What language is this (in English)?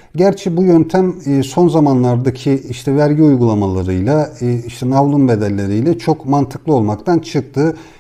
Turkish